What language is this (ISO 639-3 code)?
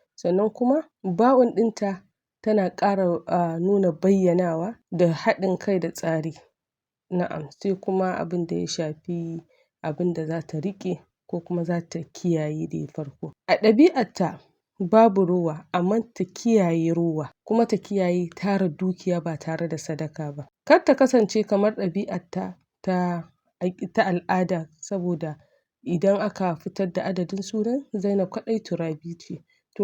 hau